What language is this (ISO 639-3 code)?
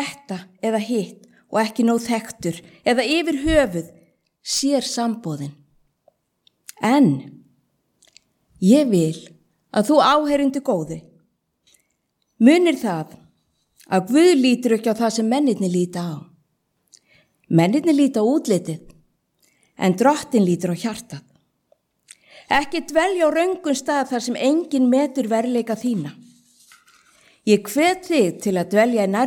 isl